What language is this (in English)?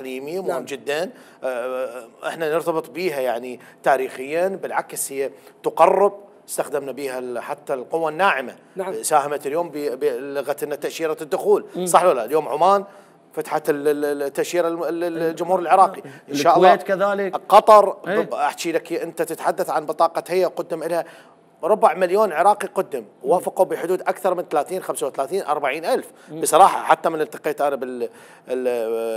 Mesopotamian Arabic